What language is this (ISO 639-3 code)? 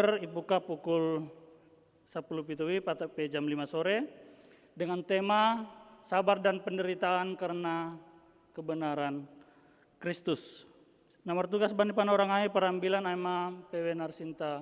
bts